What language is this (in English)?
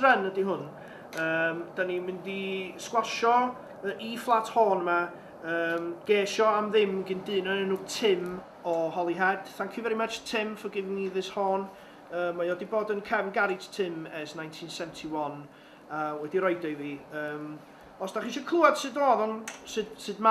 Welsh